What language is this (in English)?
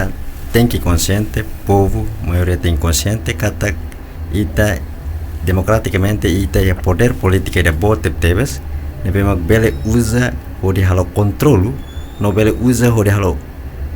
Tetum